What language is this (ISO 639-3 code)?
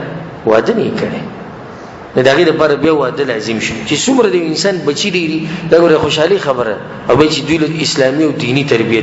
pus